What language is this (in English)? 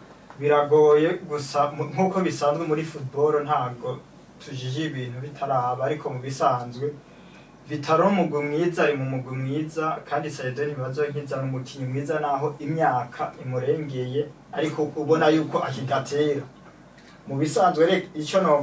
Rundi